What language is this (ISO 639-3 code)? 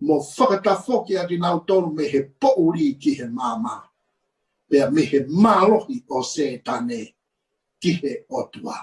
ton